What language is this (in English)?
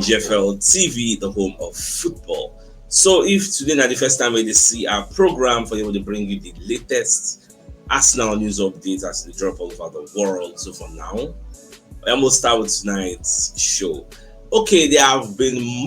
Nigerian Pidgin